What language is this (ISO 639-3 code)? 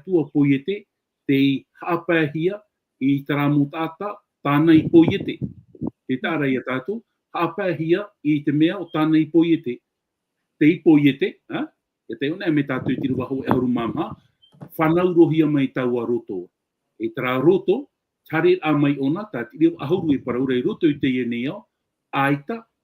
tah